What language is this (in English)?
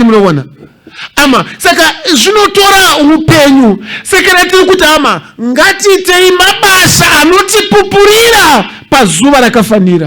Shona